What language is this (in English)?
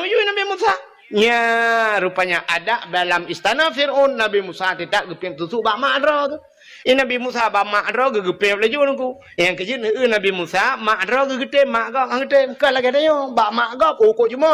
Achinese